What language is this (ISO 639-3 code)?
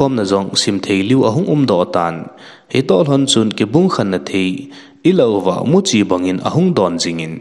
tcz